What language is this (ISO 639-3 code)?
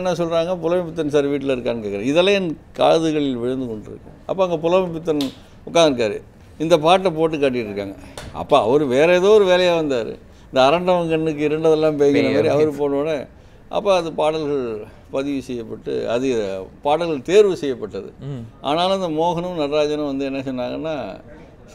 tam